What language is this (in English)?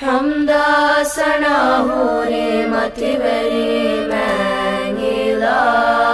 Divehi